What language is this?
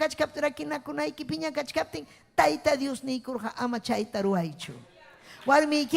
Ayacucho Quechua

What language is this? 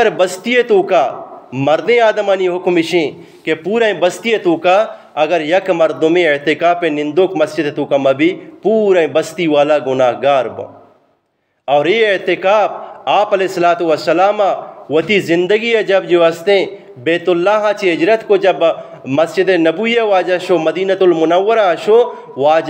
Eastern Balochi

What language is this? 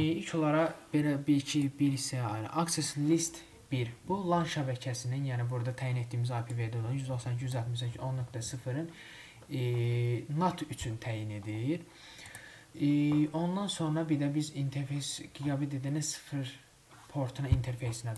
Azerbaijani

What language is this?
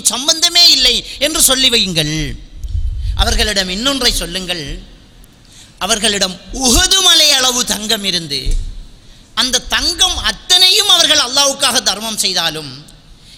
Tamil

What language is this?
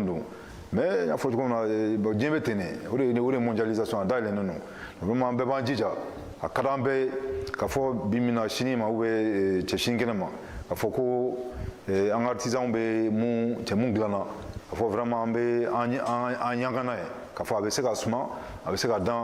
Bambara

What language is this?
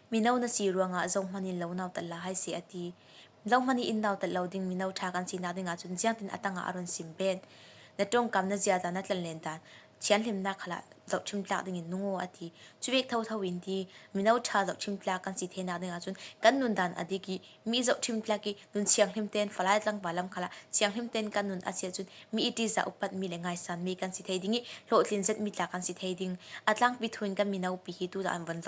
Falam Chin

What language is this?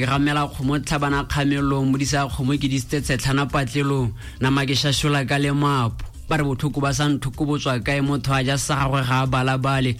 Tswana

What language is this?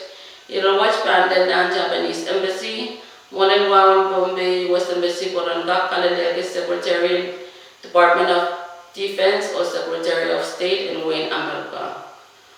Pohnpeian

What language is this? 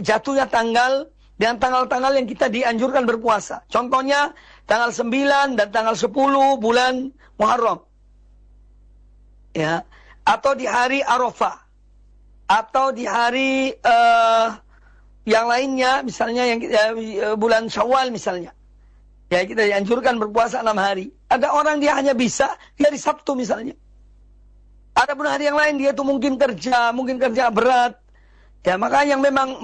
Indonesian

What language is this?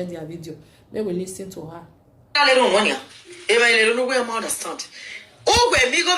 Nigerian Pidgin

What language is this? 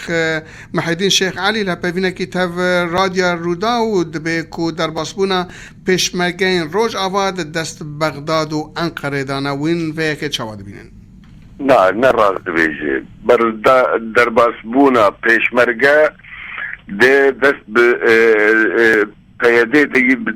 Kurdish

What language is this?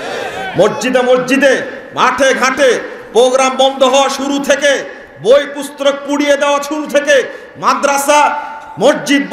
Bangla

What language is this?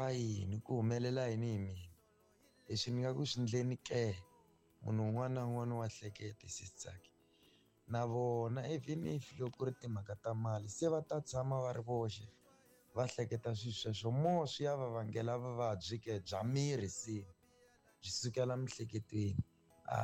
Tsonga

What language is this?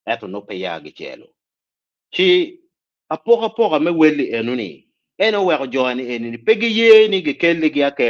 Acoli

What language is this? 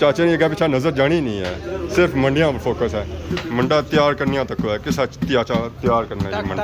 Pahari-Potwari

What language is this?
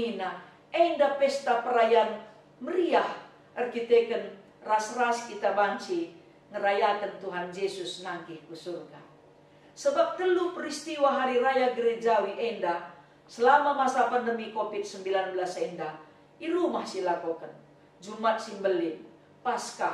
Batak Karo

